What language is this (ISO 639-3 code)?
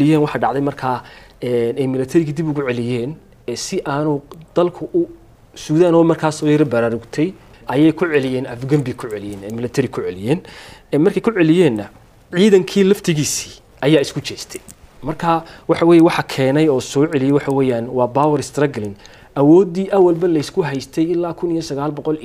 som